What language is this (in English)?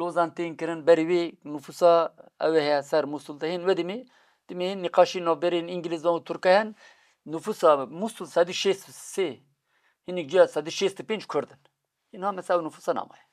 Kurdish